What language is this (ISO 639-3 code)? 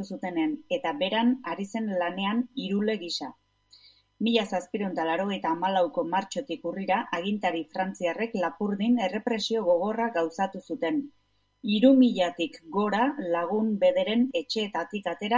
eus